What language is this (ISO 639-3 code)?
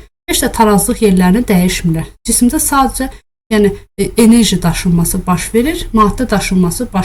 aze